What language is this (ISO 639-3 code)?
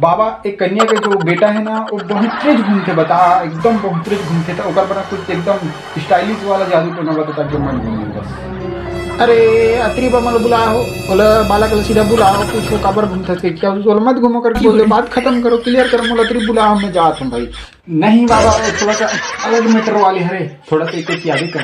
hne